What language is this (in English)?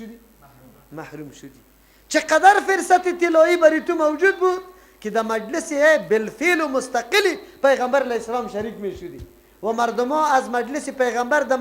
Persian